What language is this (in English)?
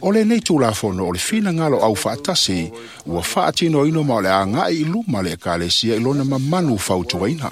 Samoan